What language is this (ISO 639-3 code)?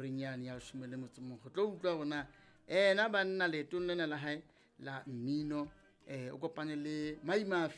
sot